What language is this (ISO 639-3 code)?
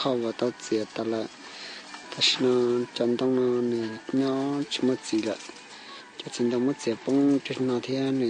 hmn